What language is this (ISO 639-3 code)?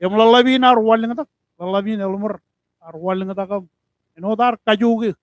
mah